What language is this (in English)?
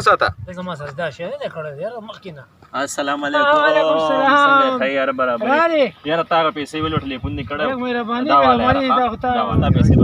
Pashto